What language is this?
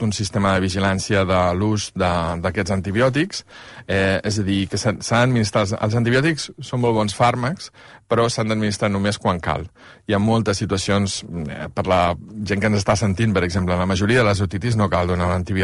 Catalan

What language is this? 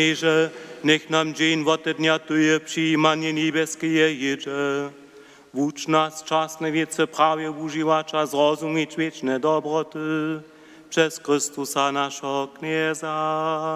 Upper Sorbian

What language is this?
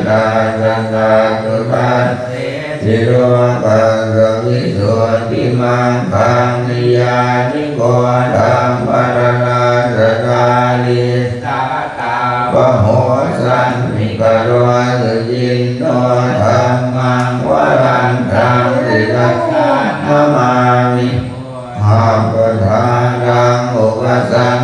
Pali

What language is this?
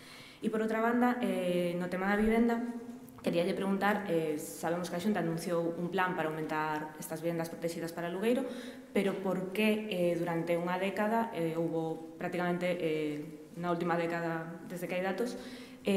Galician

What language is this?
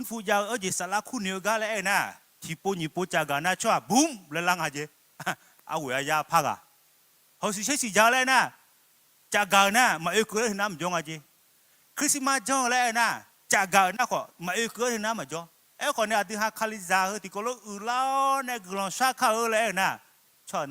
Akha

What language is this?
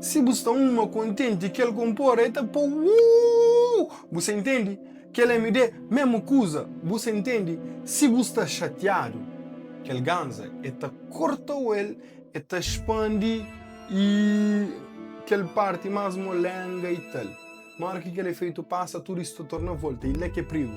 Kabuverdianu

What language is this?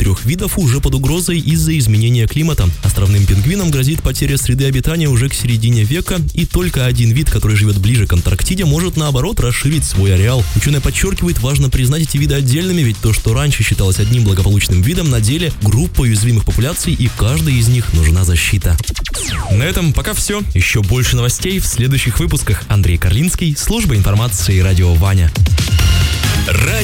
Russian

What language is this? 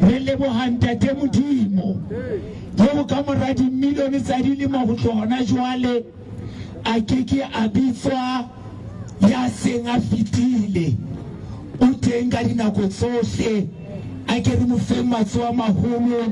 Southern Sotho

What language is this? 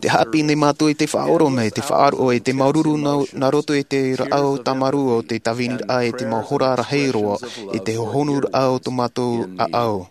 Tahitian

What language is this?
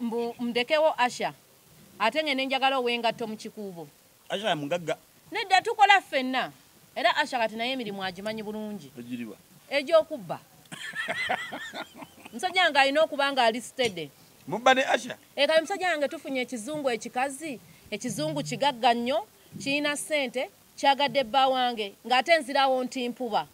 Ganda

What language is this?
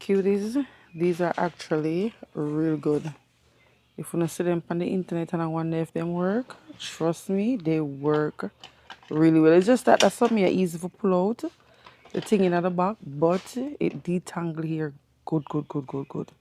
Jamaican Creole English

